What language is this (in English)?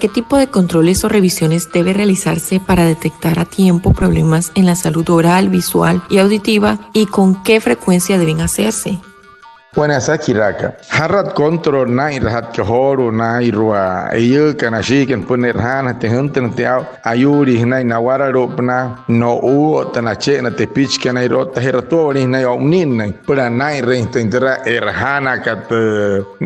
Wayuu